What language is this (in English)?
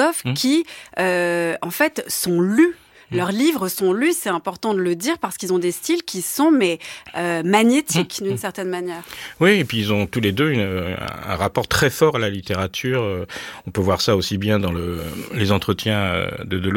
French